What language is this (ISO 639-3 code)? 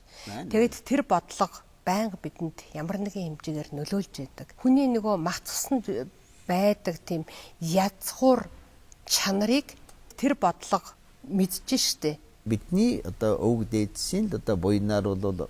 mon